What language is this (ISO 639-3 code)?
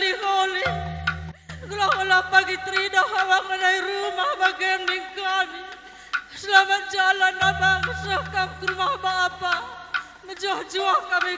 btx